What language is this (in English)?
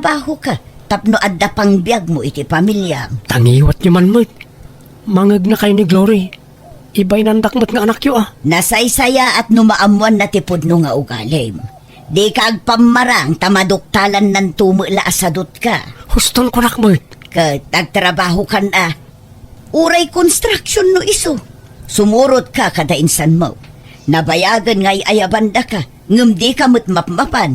Iloko